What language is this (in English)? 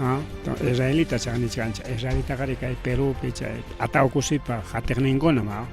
Ayacucho Quechua